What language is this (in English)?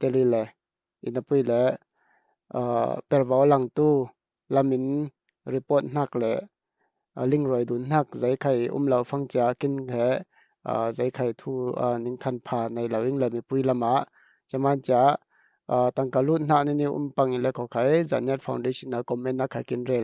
Falam Chin